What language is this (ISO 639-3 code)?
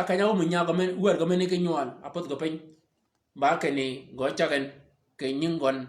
shk